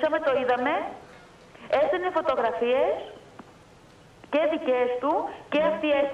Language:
Greek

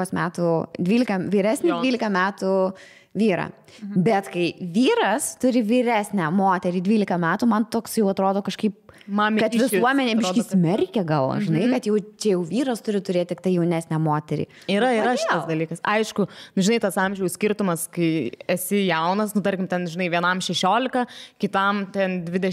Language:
Lithuanian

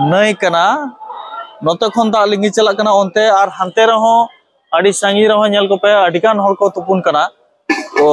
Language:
Santali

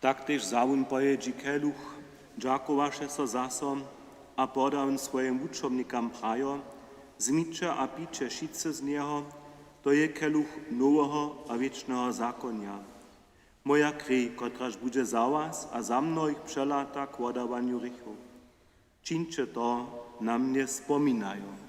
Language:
Upper Sorbian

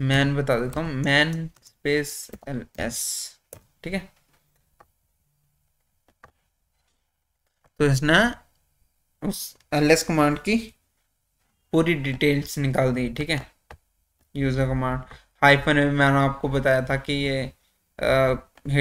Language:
Hindi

